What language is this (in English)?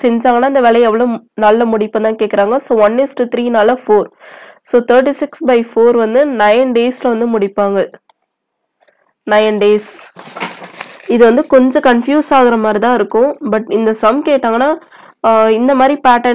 Tamil